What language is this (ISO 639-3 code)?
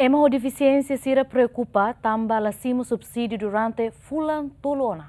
tet